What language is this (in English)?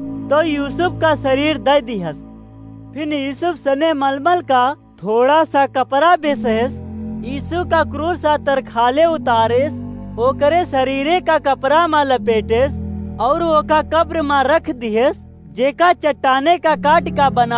Awadhi